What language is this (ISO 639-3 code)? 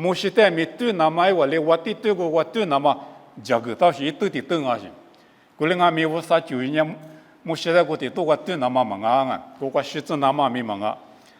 lis